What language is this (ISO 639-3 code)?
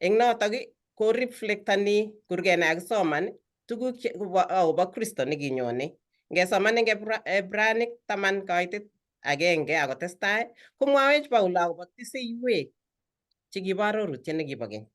kln